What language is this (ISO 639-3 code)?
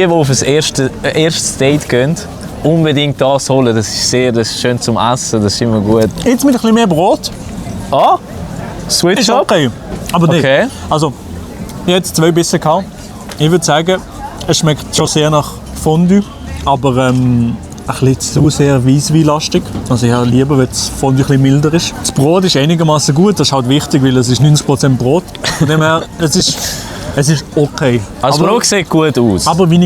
gsw